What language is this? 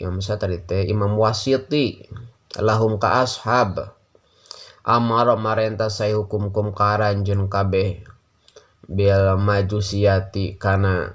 Sundanese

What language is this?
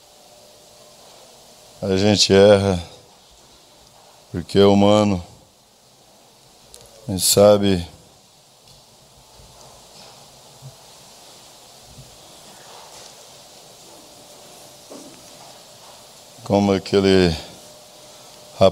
Portuguese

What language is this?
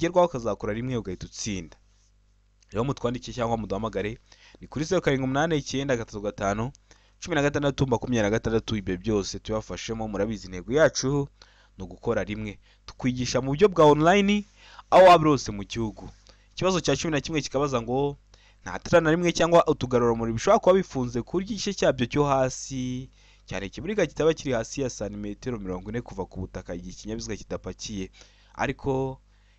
Kinyarwanda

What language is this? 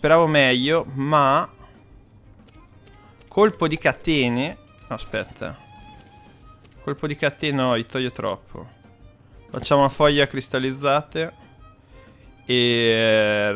Italian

